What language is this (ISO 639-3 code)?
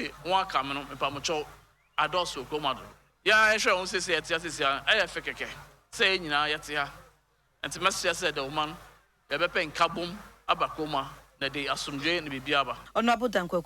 aka